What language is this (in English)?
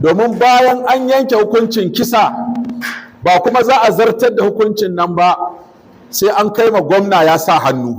Hausa